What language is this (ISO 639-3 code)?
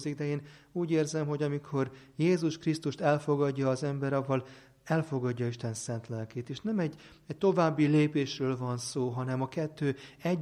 hun